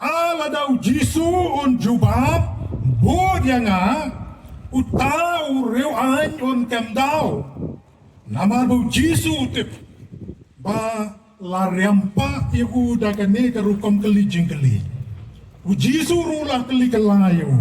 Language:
Khasi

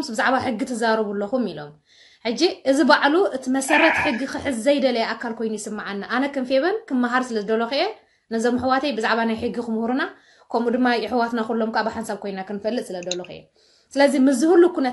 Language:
Tigrinya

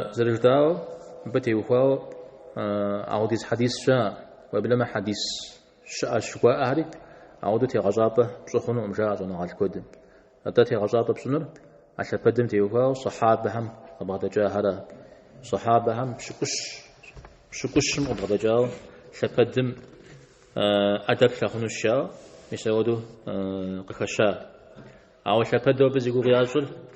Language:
Kabardian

